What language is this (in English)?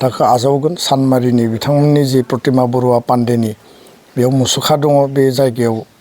Bodo